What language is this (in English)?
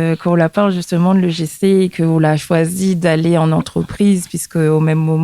Réunion Creole French